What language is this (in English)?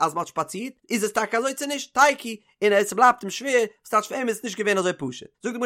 Yiddish